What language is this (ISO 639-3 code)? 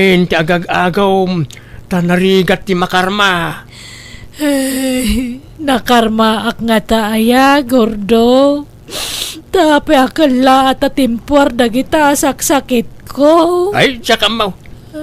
ilo